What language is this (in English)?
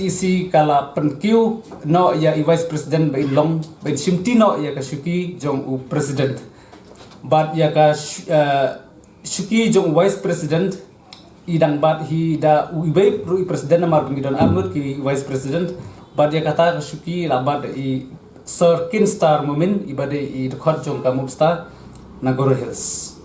Khasi